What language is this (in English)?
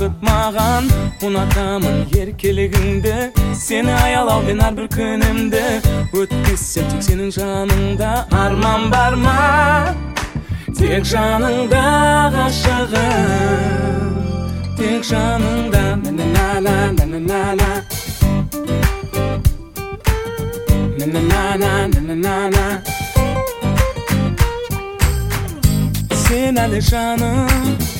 Kazakh